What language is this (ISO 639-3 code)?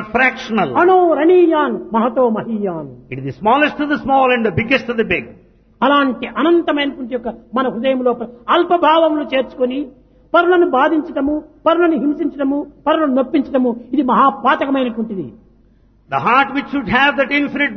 tel